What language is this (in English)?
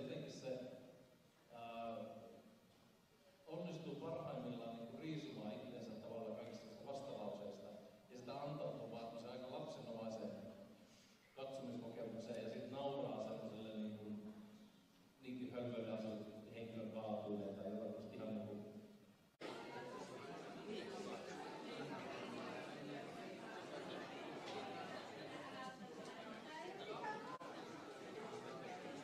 Finnish